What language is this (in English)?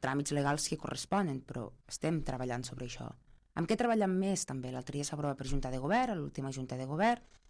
Catalan